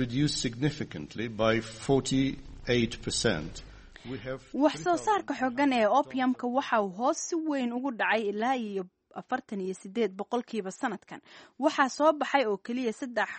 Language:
Somali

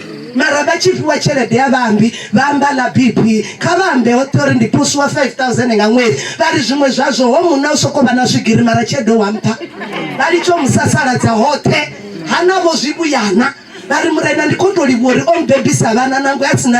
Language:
Venda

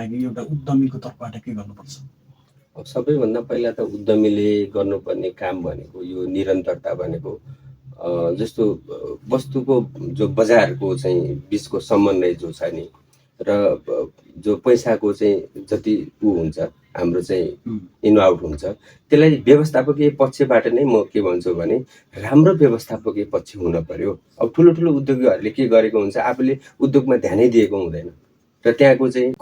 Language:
Nepali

